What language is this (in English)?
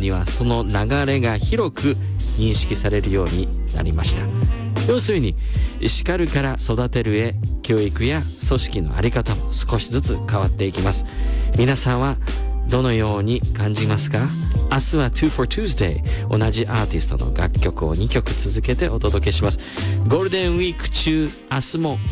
Japanese